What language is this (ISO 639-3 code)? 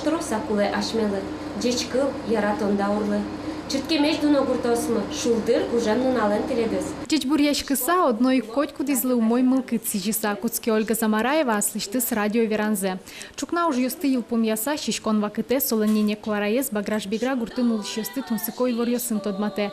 udm